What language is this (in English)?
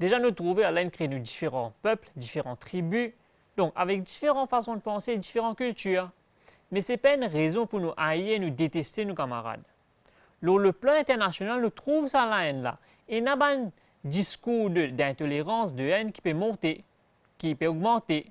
Morisyen